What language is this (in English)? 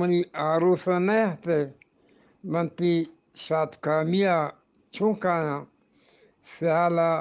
Eastern Balochi